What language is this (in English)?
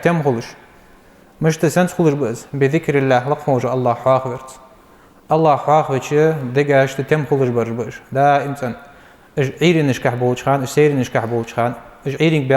Ingush